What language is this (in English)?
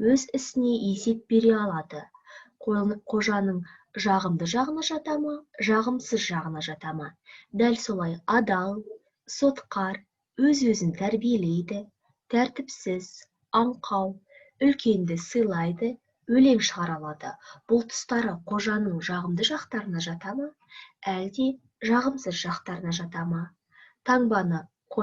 Kazakh